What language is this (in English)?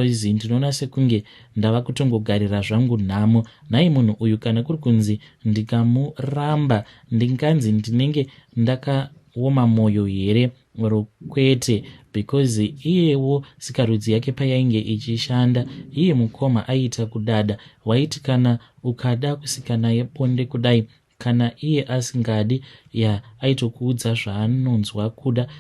Shona